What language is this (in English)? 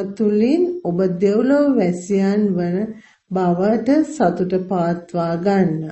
Sinhala